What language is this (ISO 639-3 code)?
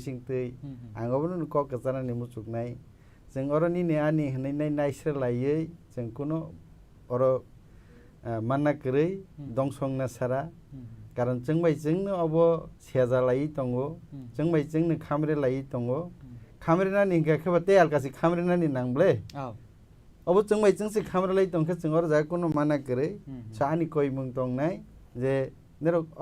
trp